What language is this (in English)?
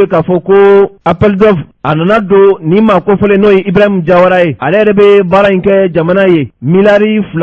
Bambara